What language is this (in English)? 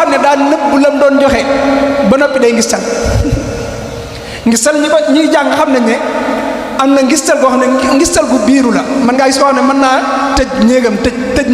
Wolof